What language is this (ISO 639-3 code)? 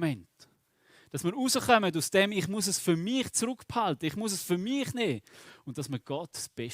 gsw